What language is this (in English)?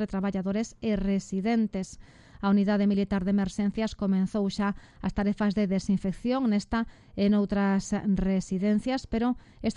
Galician